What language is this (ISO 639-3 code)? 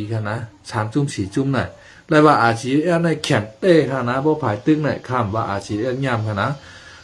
shn